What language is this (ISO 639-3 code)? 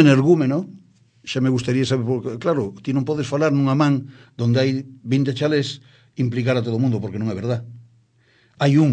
glg